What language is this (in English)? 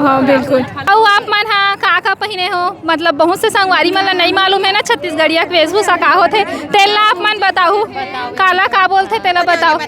Chhattisgarhi